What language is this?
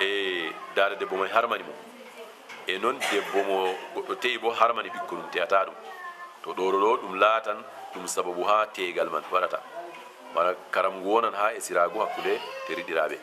Fula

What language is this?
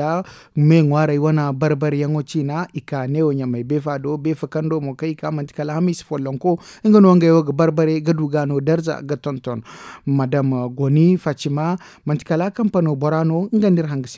Zarma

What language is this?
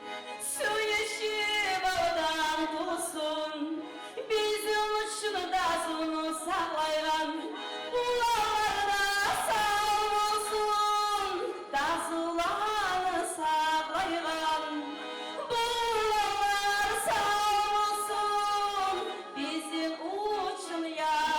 Kumyk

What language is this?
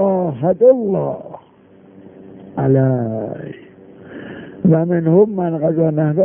Persian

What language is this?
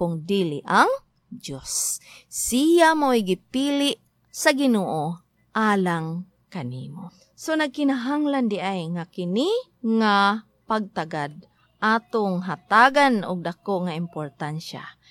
Cebuano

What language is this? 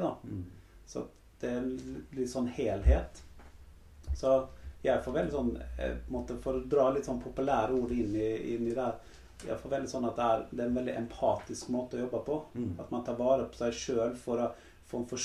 Norwegian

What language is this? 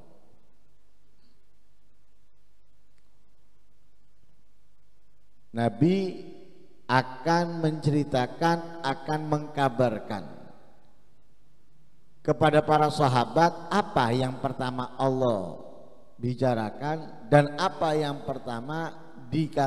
Indonesian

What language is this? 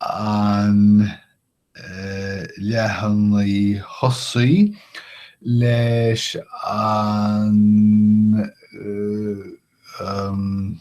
Irish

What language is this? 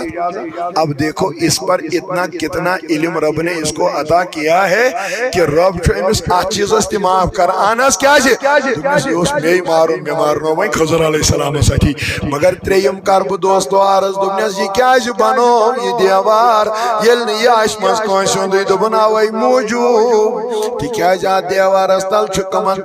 Kashmiri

